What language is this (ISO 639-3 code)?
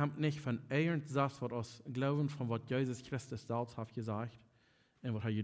pdt